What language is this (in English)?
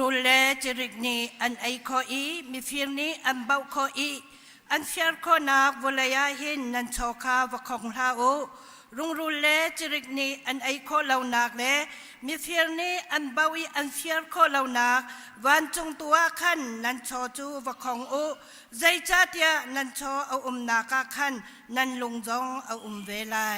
Hakha Chin